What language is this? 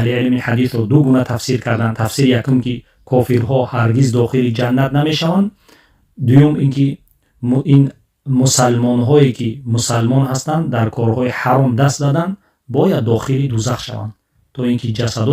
Tajik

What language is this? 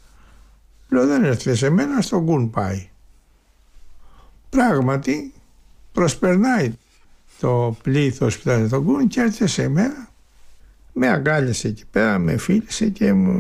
Greek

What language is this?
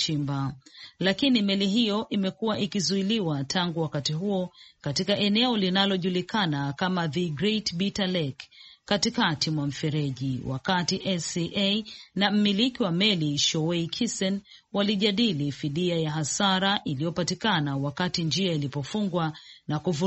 Swahili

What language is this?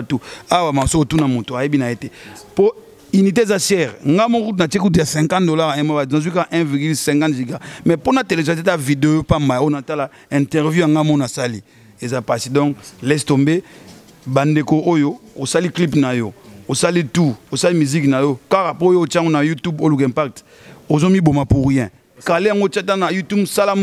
Lingala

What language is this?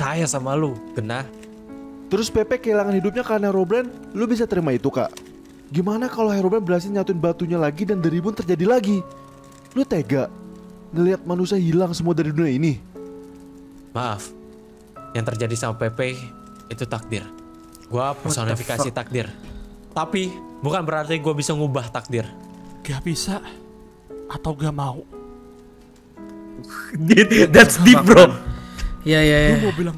Indonesian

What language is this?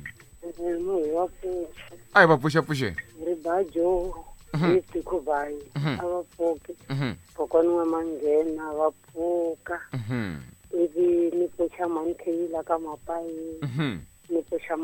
Tsonga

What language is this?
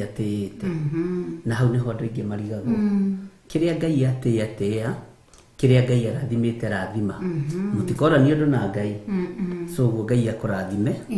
Kikuyu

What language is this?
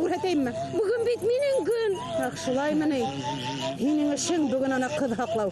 Bashkir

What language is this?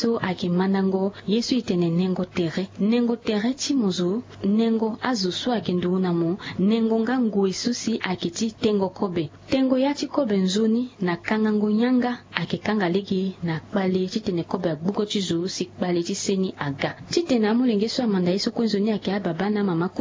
Sango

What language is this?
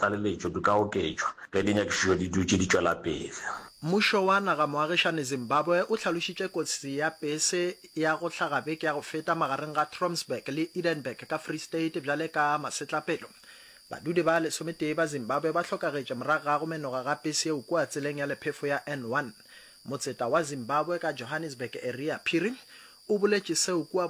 Northern Sotho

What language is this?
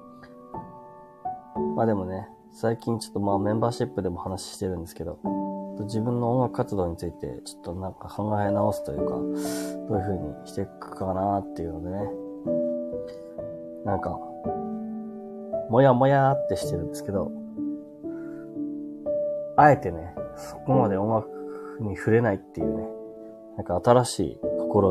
Japanese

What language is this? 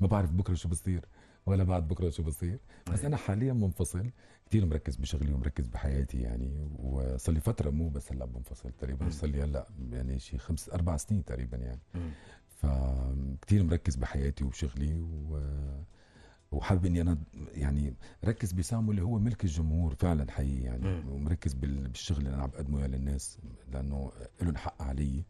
North Levantine Arabic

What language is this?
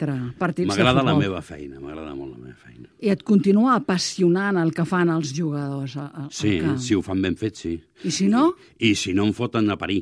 Catalan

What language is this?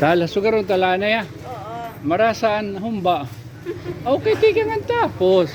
Waray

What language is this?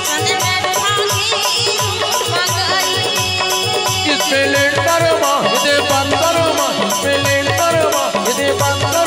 Chhattisgarhi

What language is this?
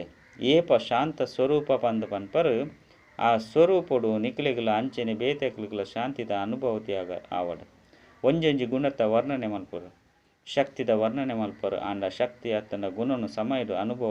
Tulu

